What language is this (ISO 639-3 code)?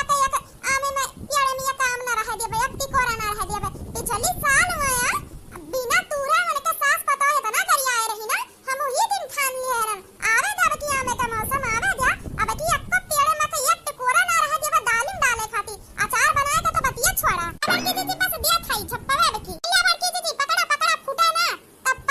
awa